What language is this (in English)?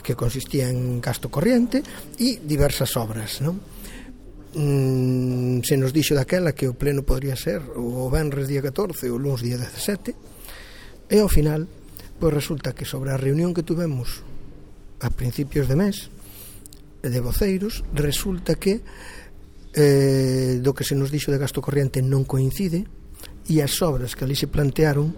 Galician